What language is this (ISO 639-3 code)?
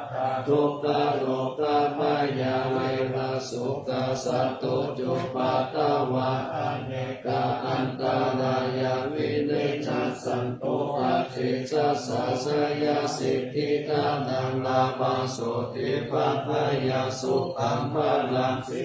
pli